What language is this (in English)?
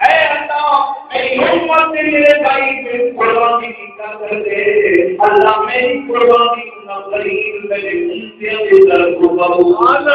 Saraiki